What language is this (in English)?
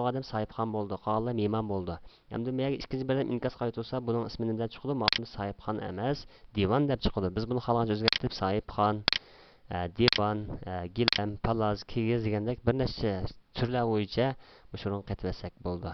Uyghur